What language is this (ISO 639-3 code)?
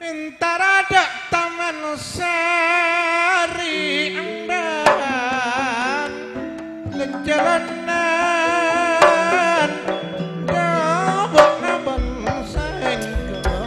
mad